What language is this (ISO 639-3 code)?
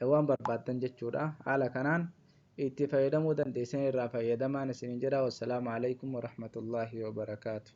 orm